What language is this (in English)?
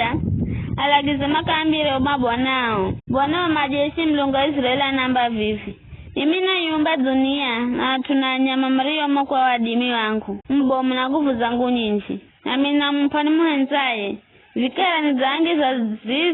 Giryama